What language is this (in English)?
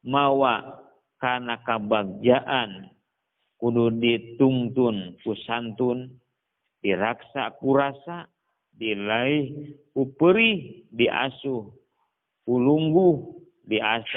Sundanese